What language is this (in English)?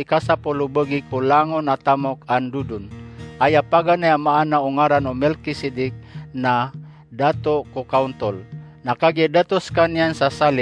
Maranao